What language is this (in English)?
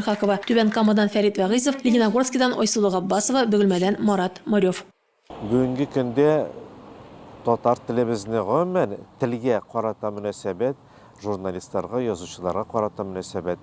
Tatar